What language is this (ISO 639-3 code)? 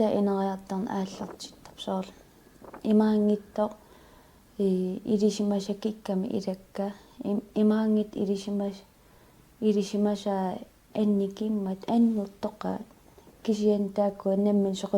kal